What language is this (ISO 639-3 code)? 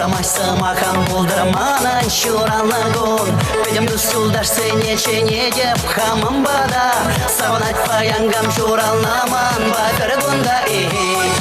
chv